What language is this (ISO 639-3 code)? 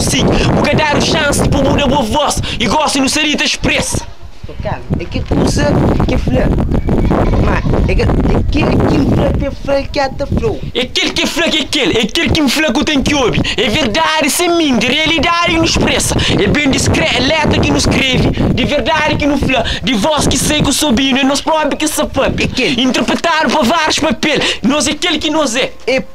kea